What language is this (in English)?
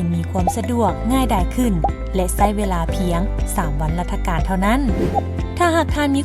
Lao